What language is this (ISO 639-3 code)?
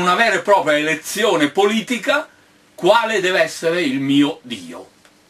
ita